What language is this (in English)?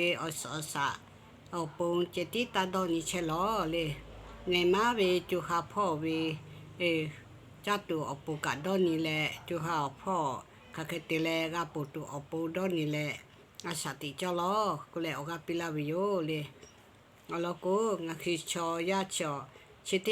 Lahu